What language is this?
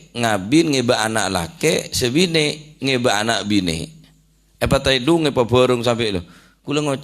Madurese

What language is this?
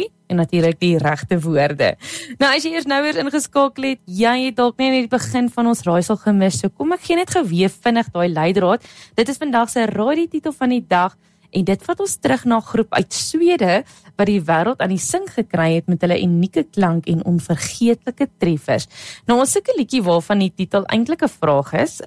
Afrikaans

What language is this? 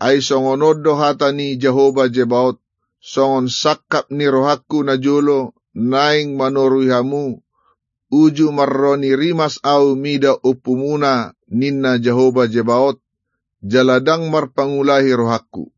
Batak Toba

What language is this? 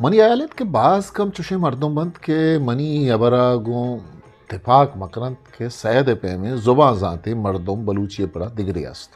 Eastern Balochi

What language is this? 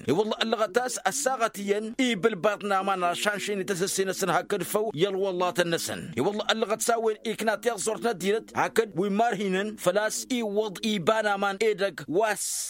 Tamasheq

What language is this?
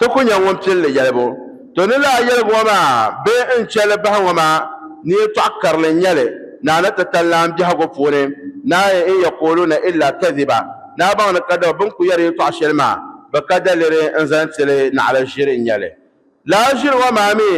Dagbani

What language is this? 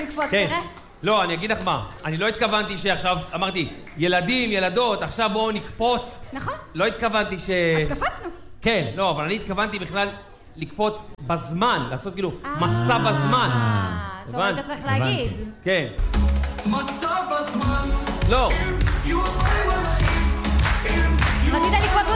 Hebrew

